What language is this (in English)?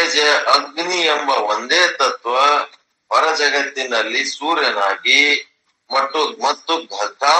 Kannada